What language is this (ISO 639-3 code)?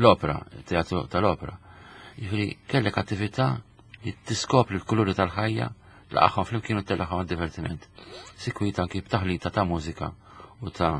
mlt